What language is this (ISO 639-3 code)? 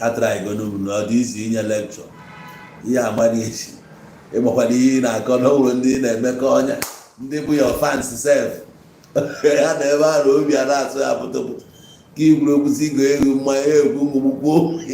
ibo